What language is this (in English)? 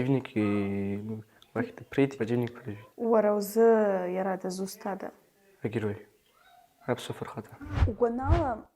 Abkhazian